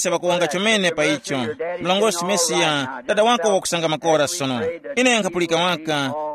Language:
Tumbuka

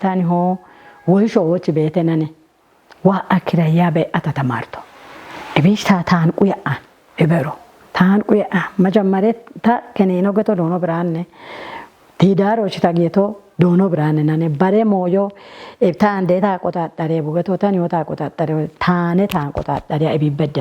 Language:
Kafa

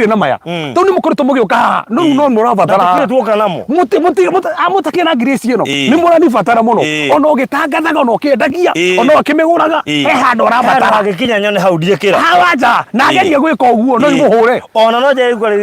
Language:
Kikuyu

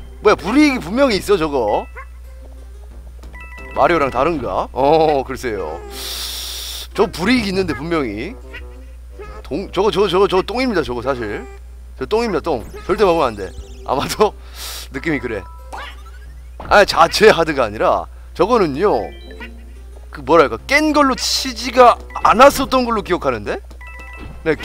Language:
Korean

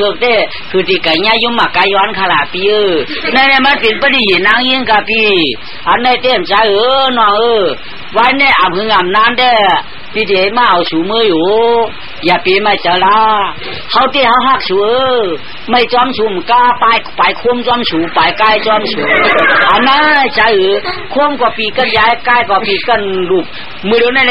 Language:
Shan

